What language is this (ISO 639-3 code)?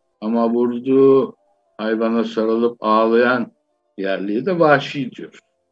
tur